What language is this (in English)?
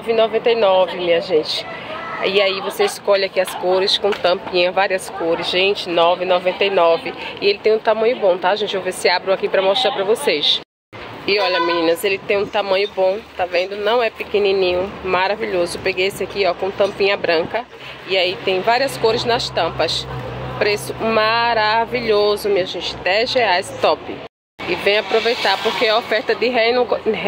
Portuguese